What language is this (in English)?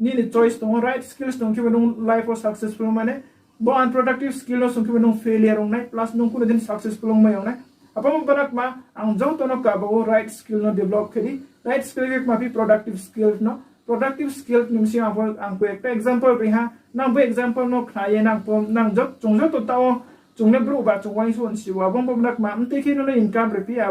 Riang (India)